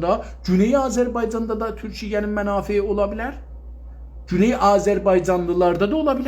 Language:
South Azerbaijani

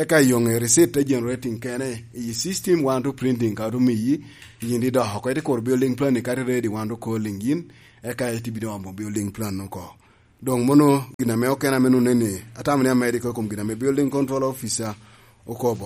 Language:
Lango (Uganda)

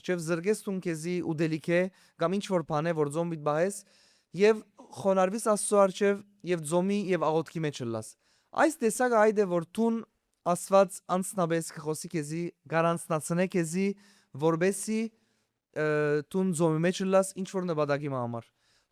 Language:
Western Armenian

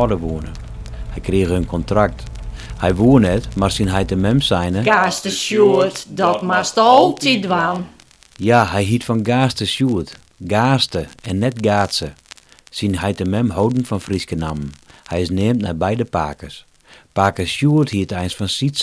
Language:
Western Frisian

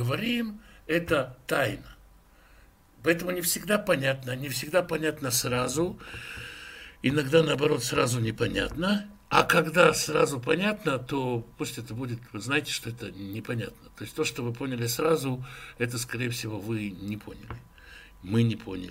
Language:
Russian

